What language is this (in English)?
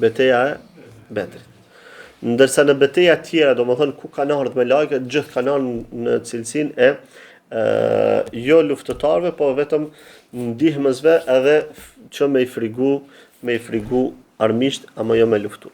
Albanian